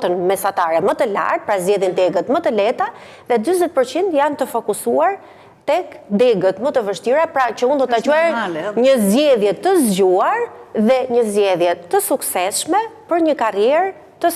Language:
Albanian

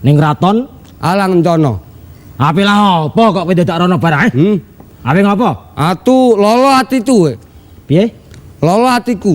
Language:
Javanese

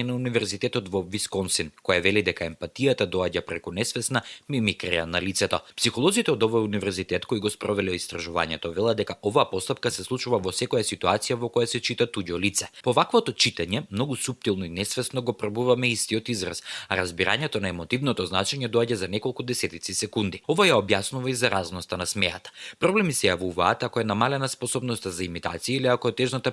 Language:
Macedonian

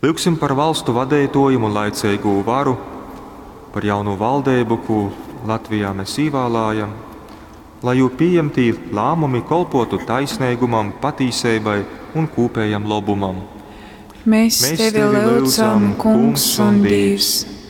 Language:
Latgalian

